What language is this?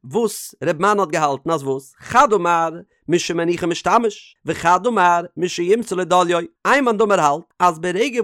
Yiddish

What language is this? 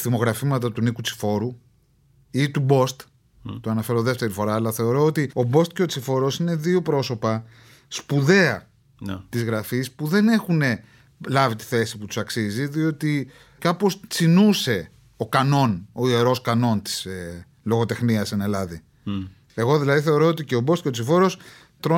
Greek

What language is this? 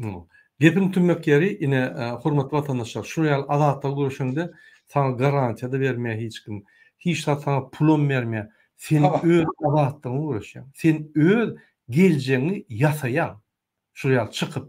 Turkmen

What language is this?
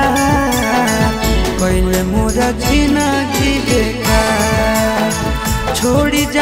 Magahi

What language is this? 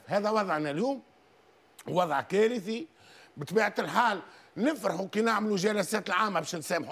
Tunisian Arabic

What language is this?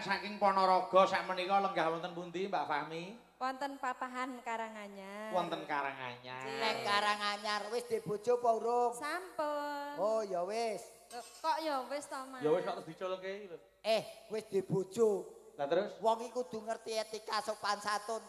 Javanese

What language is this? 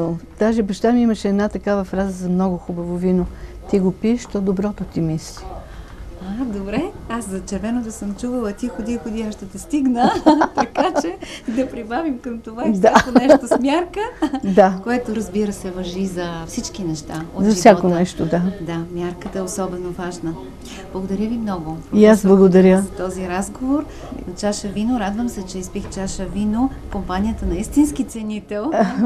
Bulgarian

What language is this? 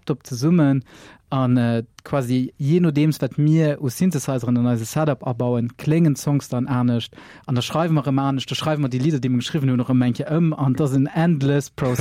Luxembourgish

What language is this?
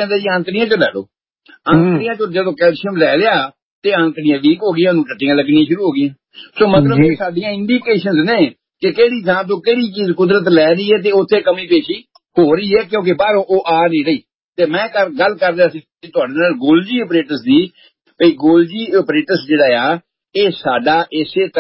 Punjabi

